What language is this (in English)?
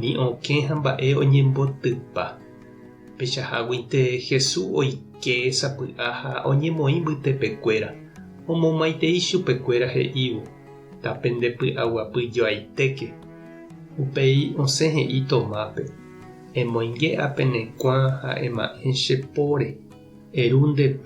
Guarani